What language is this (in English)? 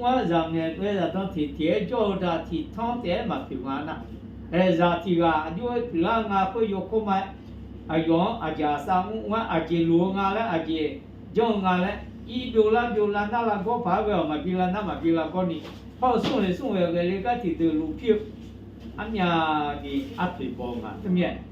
Akha